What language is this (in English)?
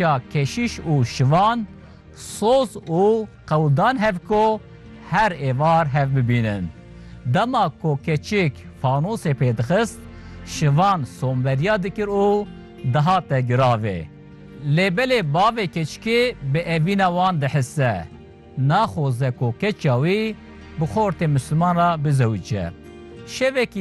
Kurdish